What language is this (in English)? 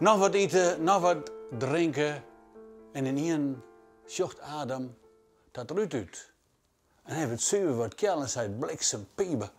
Western Frisian